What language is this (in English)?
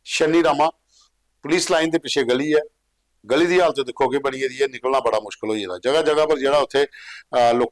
Dogri